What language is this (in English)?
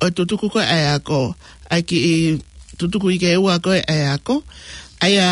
Tongan